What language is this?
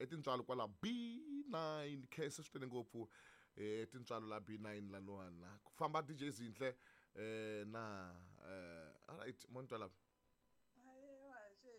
Tsonga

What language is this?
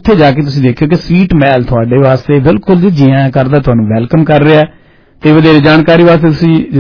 Punjabi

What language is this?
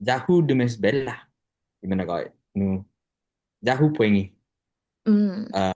Chamorro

